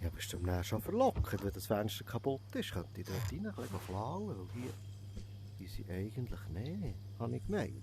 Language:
Swiss German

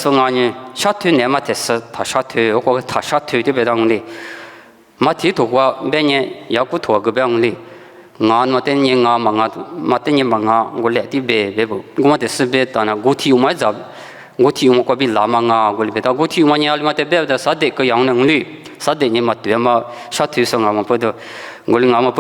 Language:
Lisu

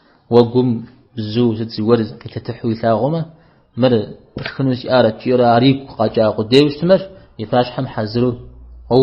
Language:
Kabardian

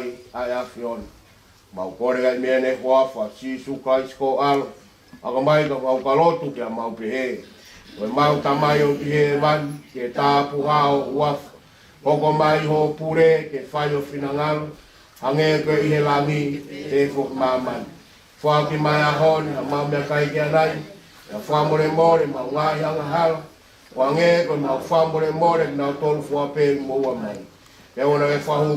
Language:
Tongan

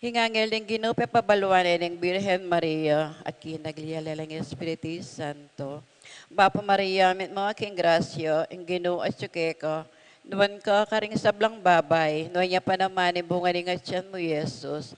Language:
Pampanga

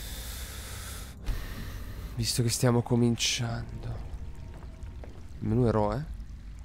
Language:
Italian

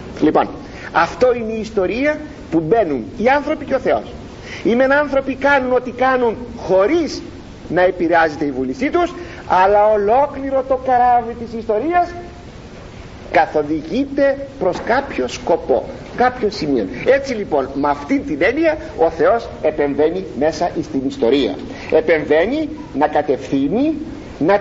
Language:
Greek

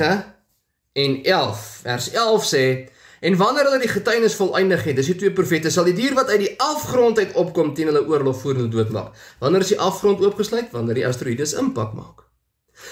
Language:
Afrikaans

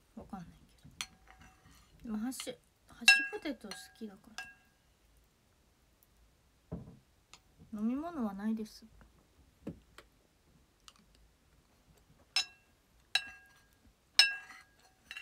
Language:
Japanese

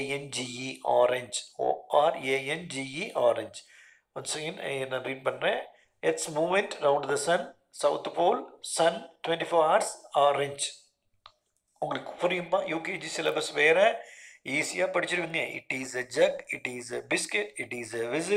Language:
Tamil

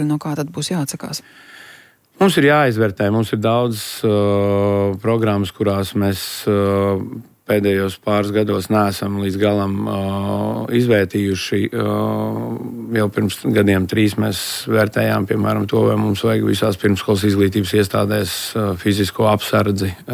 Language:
Latvian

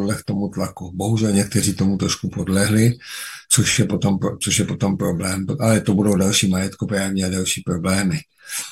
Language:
Czech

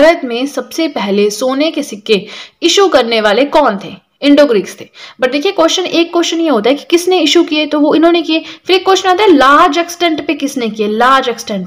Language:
Hindi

